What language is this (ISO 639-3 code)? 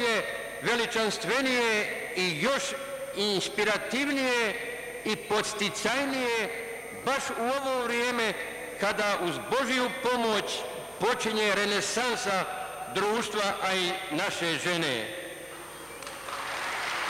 bos